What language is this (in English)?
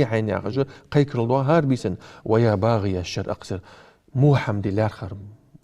Ingush